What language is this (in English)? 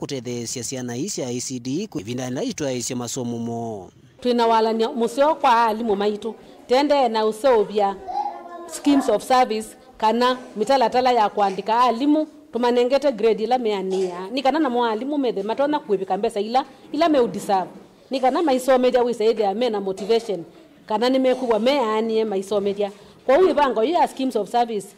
Kamba